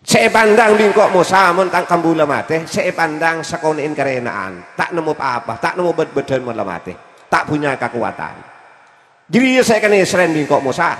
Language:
Madurese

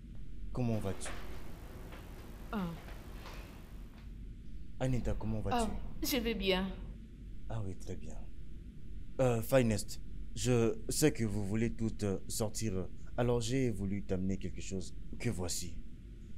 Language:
French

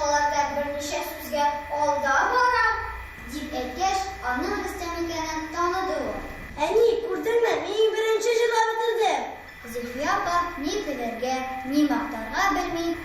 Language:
Tatar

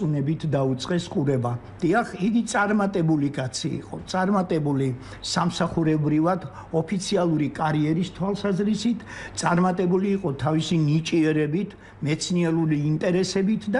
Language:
Georgian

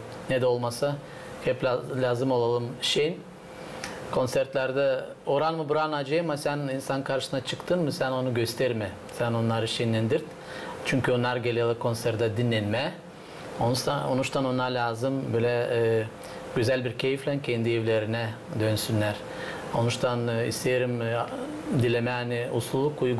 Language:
Gagauz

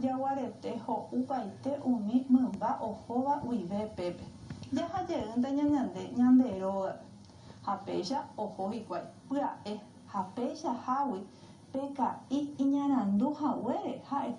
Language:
Guarani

